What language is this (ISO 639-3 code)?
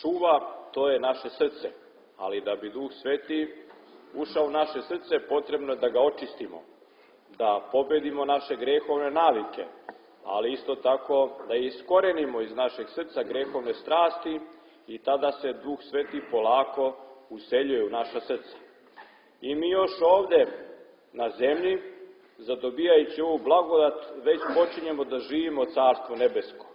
srp